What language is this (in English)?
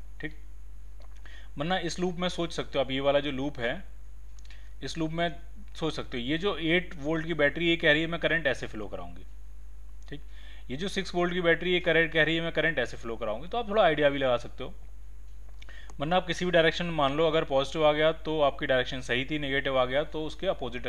Hindi